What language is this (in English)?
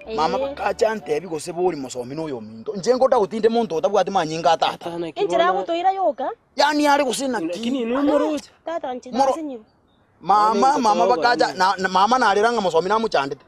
Gusii